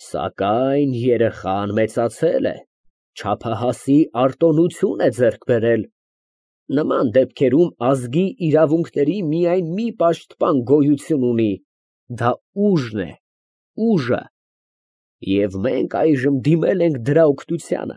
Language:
Armenian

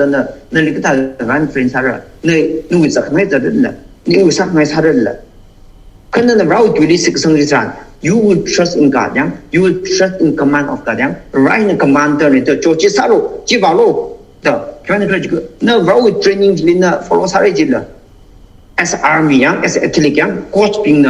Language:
Tangkhul Naga (India)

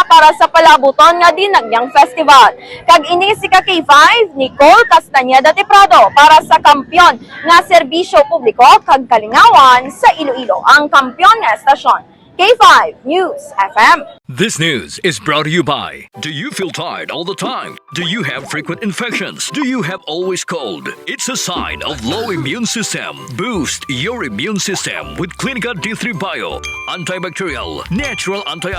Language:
Hiligaynon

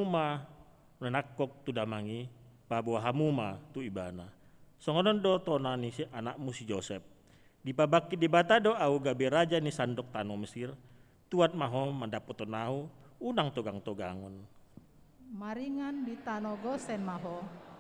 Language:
Batak Toba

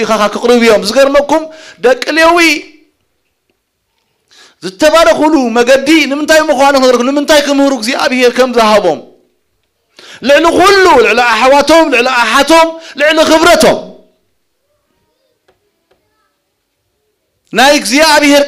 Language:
Tigrinya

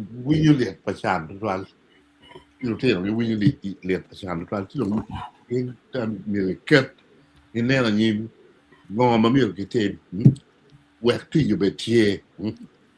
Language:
Acoli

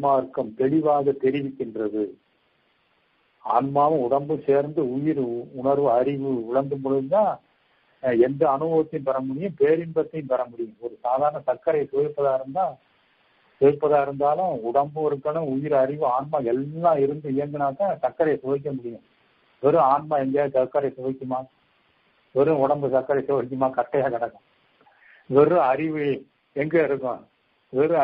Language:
Tamil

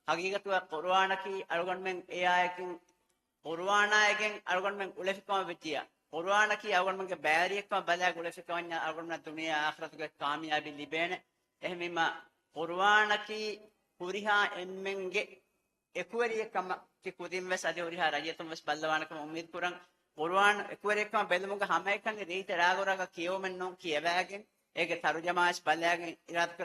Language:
Divehi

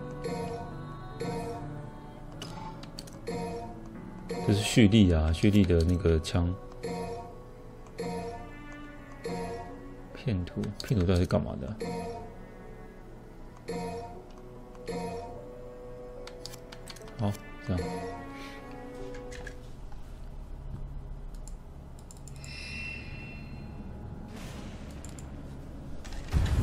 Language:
Chinese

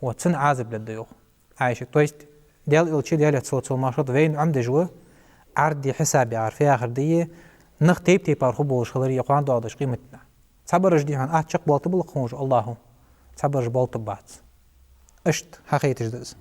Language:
Ingush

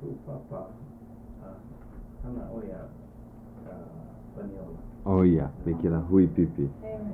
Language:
Hawaiian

